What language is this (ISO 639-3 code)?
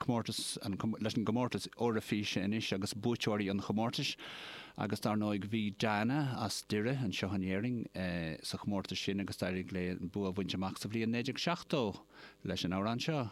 gle